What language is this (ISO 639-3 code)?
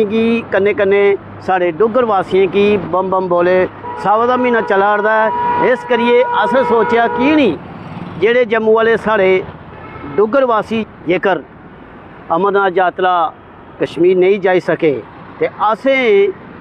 doi